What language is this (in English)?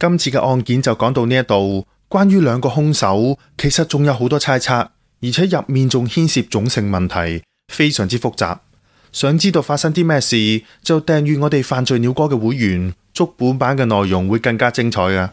Cantonese